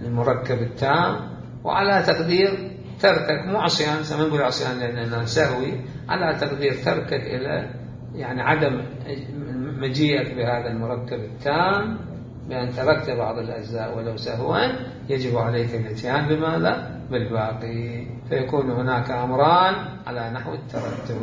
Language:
Mesopotamian Arabic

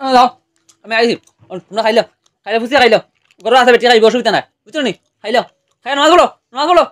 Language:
Sylheti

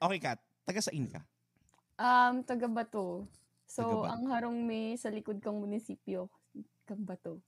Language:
Bikol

